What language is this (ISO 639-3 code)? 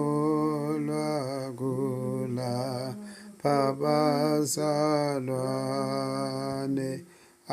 zul